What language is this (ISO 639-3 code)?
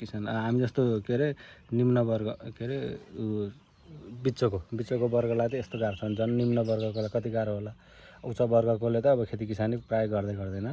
nep